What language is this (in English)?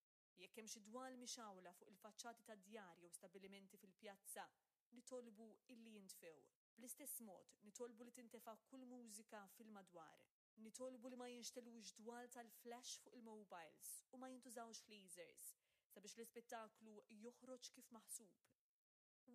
Maltese